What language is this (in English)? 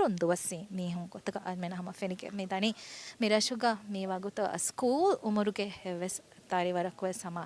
Divehi